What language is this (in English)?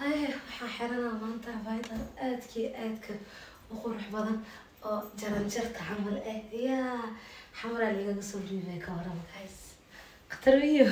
Somali